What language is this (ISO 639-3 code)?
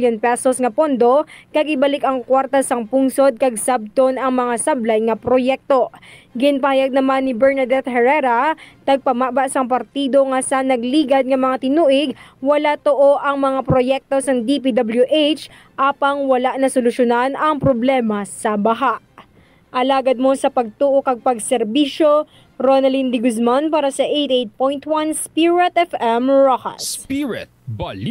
hil